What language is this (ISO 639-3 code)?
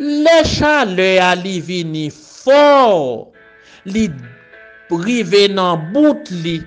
hat